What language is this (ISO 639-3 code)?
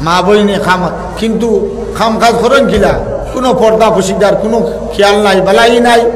syl